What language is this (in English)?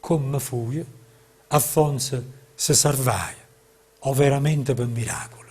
Neapolitan